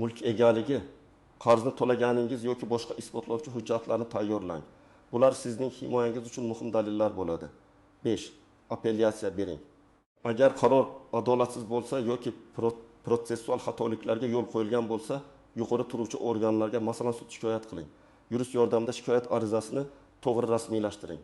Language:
Uzbek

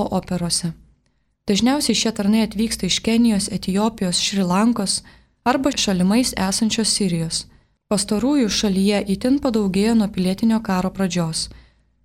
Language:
Lithuanian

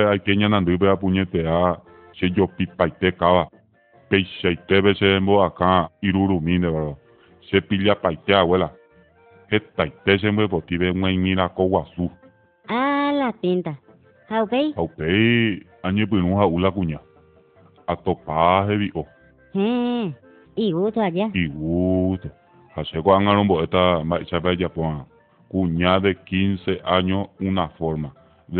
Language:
Guarani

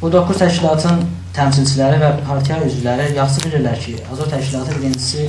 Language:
South Azerbaijani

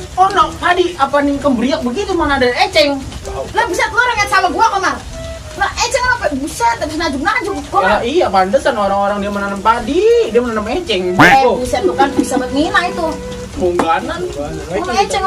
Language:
Betawi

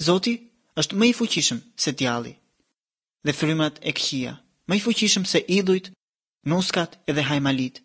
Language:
Albanian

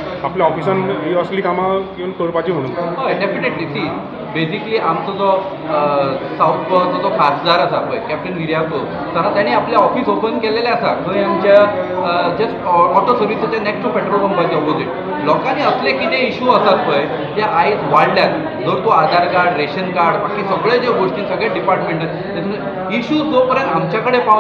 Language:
Konkani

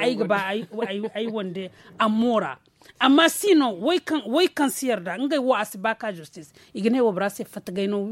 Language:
Zarma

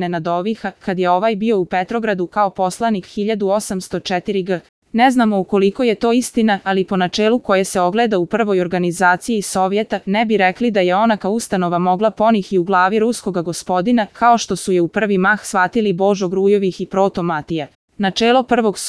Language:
Serbian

